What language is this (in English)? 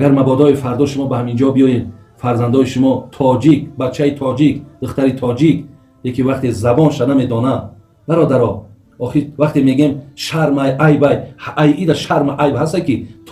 Tajik